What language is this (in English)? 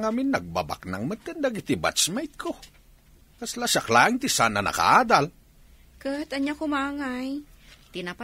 Iloko